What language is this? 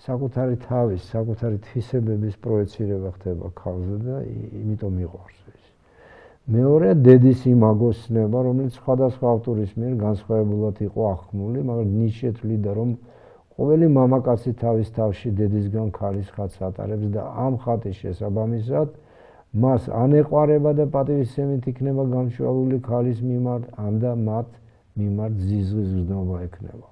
Georgian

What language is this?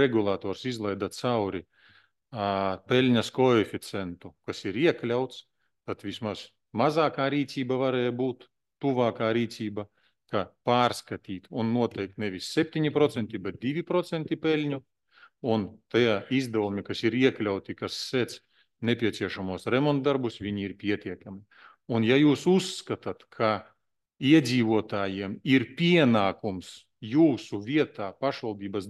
Latvian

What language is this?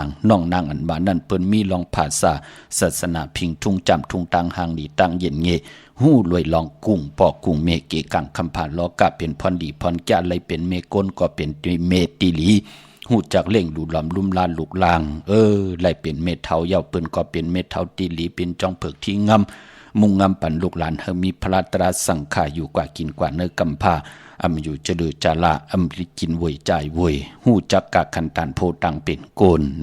Shan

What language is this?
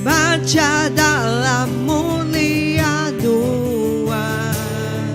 Iban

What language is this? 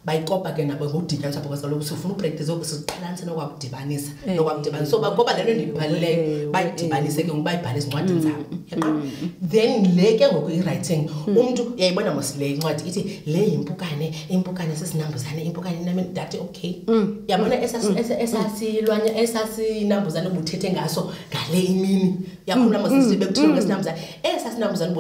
Xhosa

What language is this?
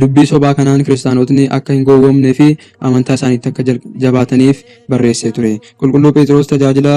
Oromo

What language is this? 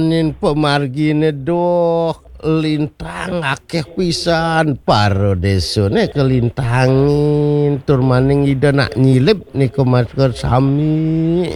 Balinese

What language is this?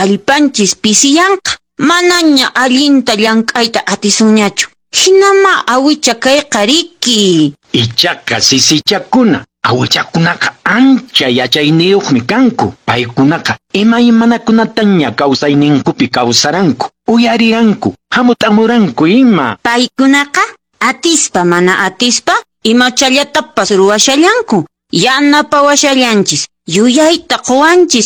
Quechua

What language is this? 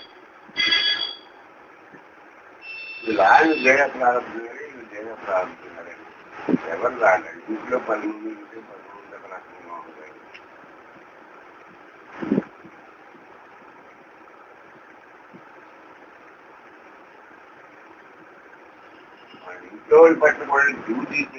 Telugu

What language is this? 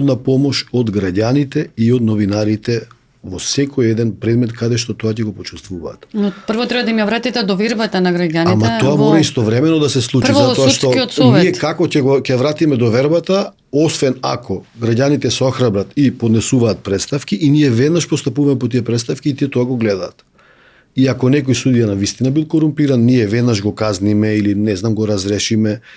Macedonian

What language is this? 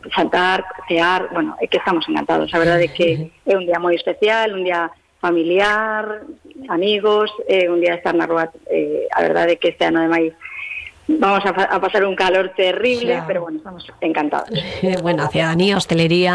Galician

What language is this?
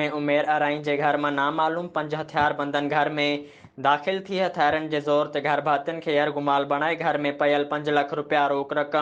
Sindhi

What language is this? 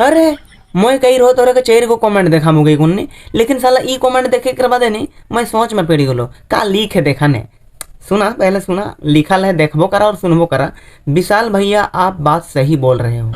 Sadri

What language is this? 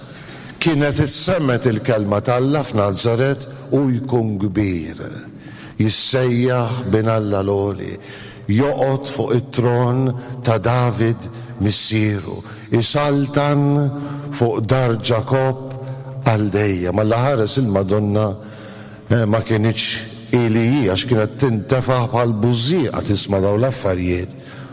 Maltese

